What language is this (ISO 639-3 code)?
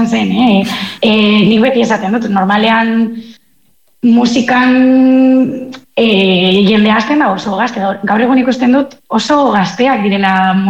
eus